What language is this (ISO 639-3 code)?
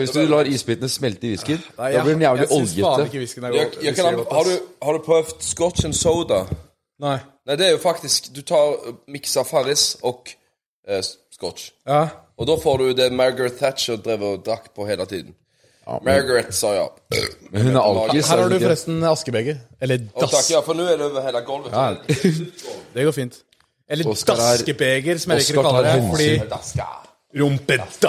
nor